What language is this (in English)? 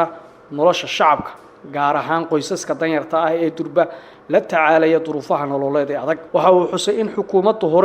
Somali